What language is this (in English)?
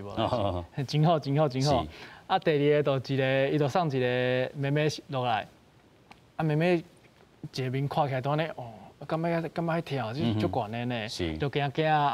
Min Nan Chinese